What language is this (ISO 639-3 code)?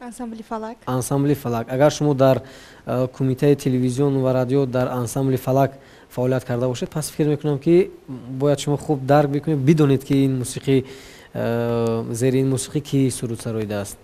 tgk